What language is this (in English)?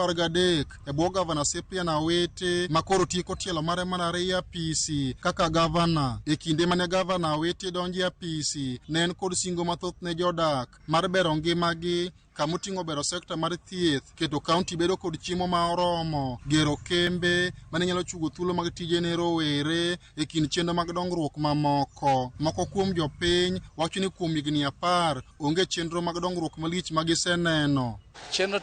Luo (Kenya and Tanzania)